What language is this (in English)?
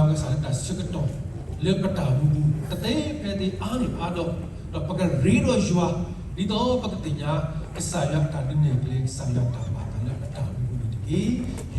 S'gaw Karen